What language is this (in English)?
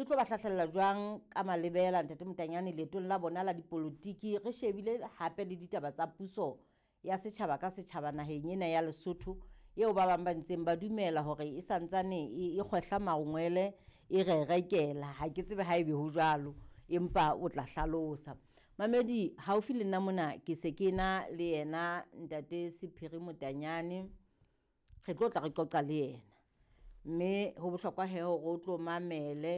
Southern Sotho